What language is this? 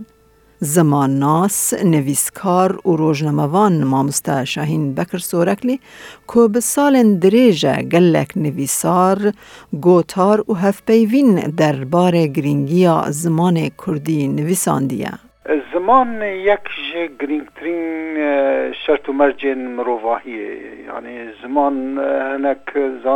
Kurdish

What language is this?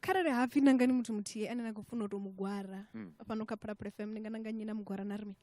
Venda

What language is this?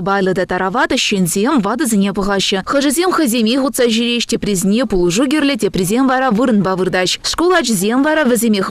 Chuvash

